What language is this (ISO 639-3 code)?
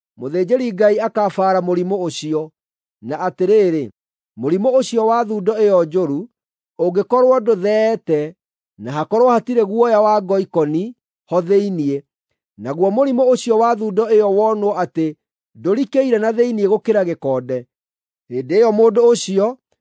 kik